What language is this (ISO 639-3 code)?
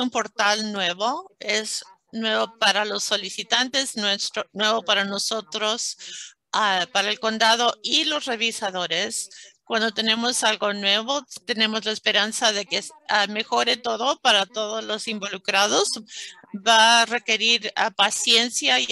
spa